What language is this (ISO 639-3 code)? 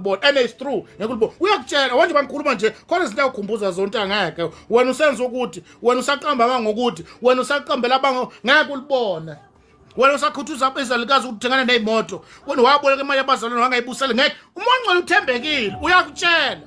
zul